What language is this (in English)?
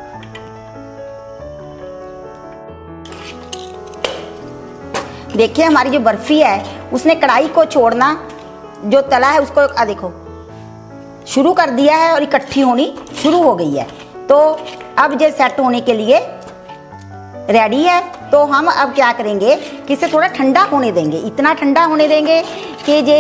Hindi